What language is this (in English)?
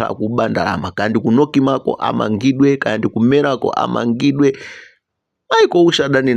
Nyanja